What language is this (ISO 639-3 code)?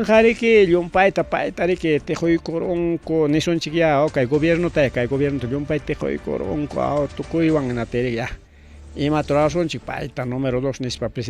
quy